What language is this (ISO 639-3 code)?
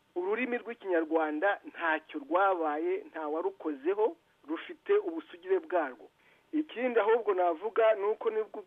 kin